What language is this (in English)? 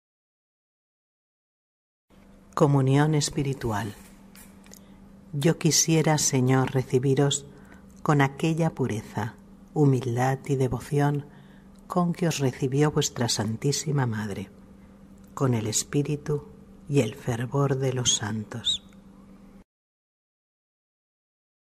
Spanish